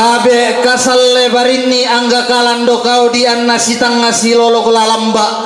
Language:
Toraja-Sa'dan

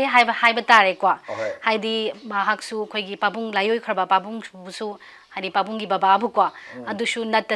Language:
Manipuri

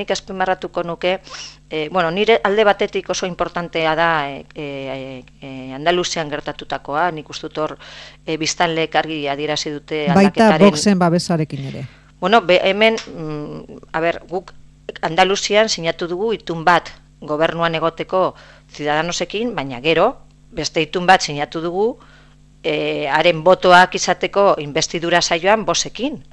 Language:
Basque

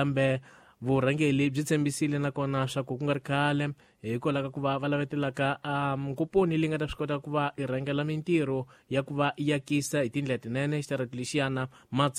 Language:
Tsonga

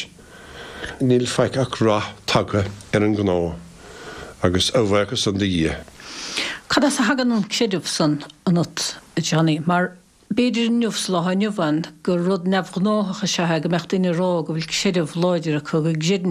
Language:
Irish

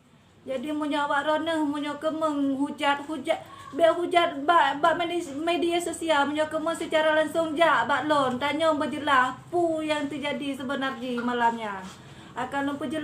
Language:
Achinese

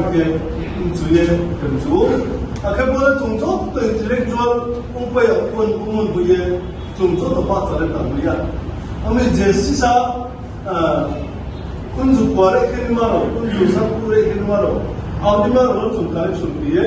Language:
Riang (India)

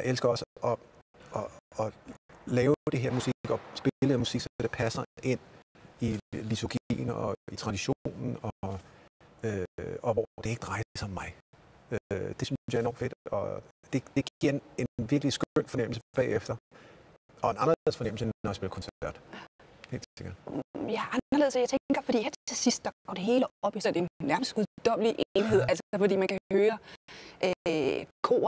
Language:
Danish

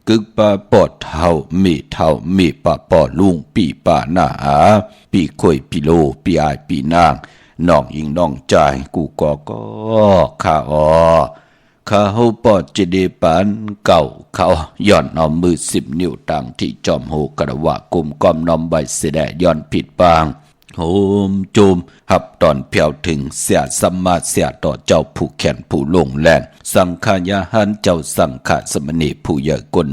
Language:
Shan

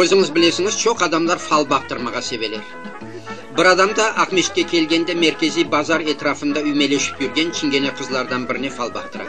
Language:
Crimean Tatar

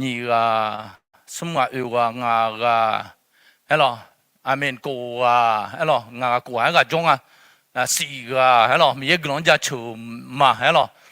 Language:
Akha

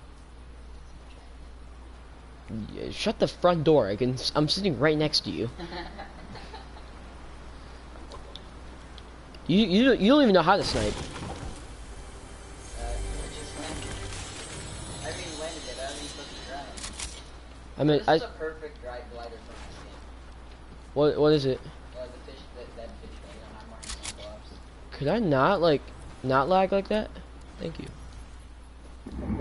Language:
English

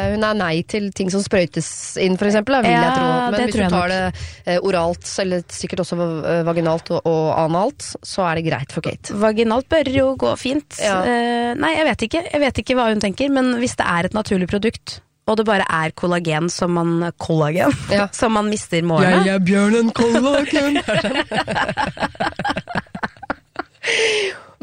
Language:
Norwegian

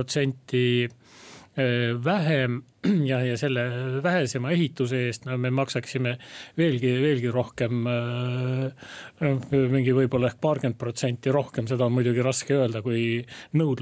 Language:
Estonian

